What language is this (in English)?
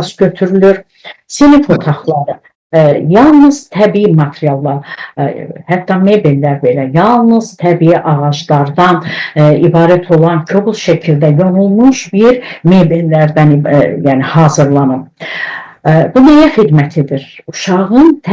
Azerbaijani